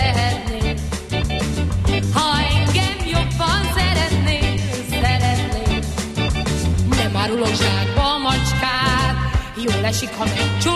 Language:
Hungarian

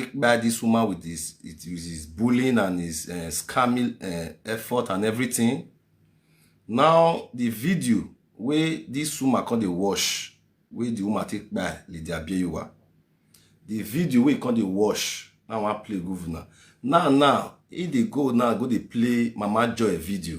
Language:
Nigerian Pidgin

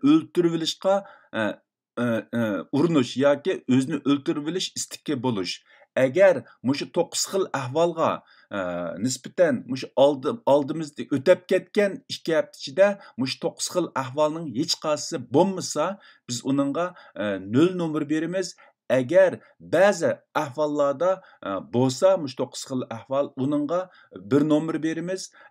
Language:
Uyghur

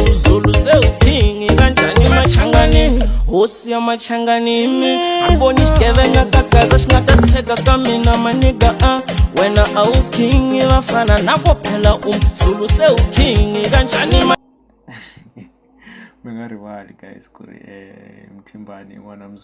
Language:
Tsonga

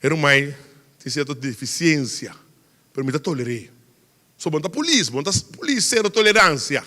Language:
Papiamento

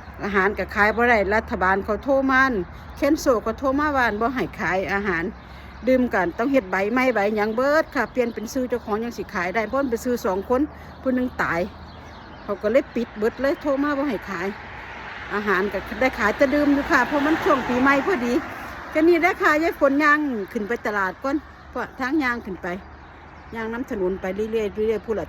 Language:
Northeastern Thai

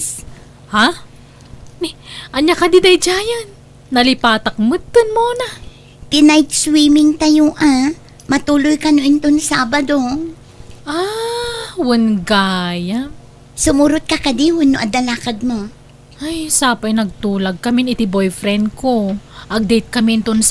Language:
Iloko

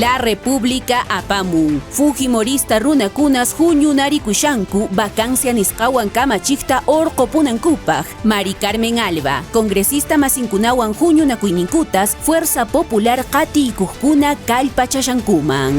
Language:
Quechua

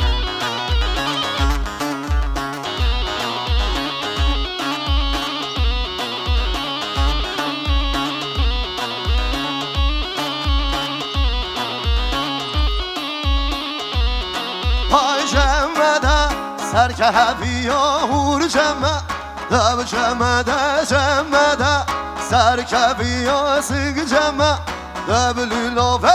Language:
Persian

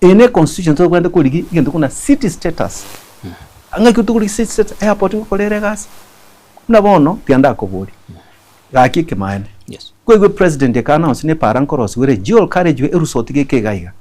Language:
Gusii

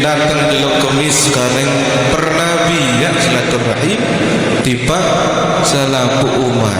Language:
Sasak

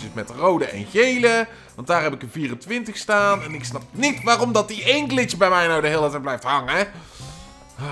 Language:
Dutch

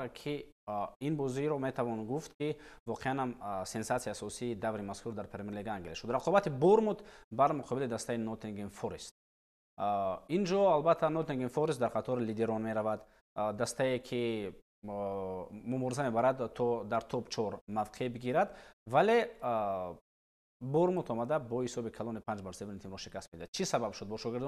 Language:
Tajik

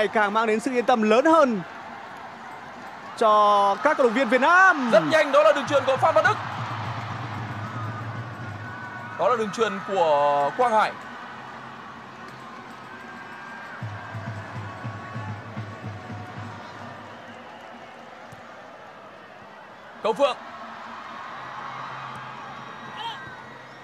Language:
Vietnamese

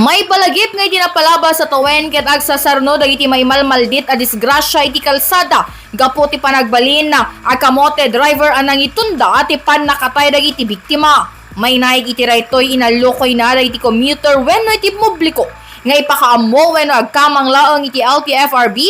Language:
Iloko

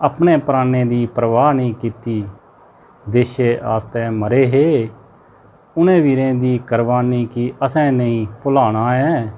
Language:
Dogri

